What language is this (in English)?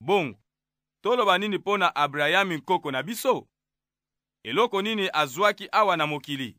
Lingala